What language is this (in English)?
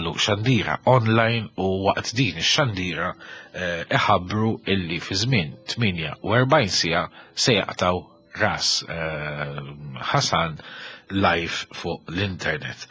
Maltese